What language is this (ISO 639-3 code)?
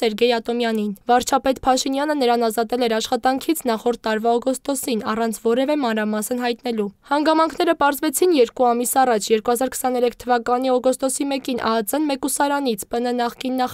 hye